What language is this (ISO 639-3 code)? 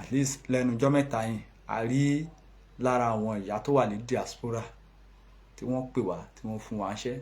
yor